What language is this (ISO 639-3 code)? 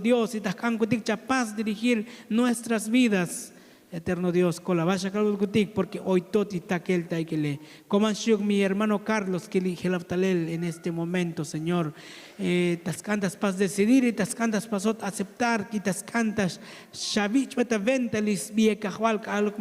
tzo